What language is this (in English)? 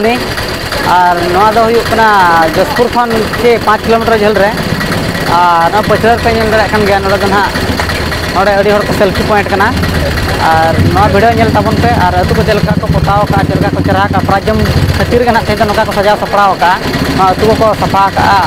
Santali